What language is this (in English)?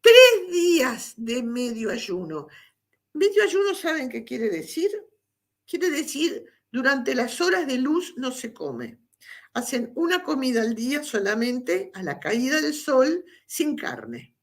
Ladino